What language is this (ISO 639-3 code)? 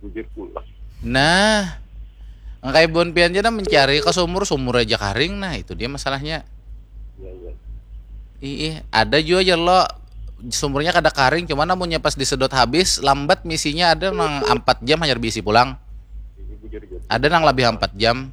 bjn